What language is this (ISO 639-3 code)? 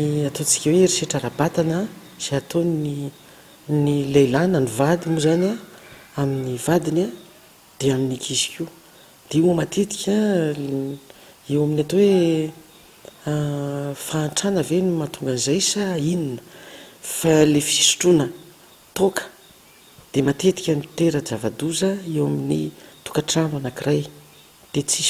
mlg